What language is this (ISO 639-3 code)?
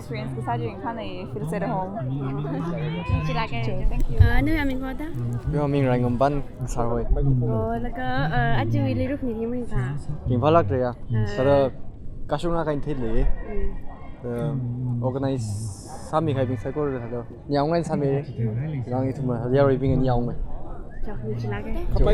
nmf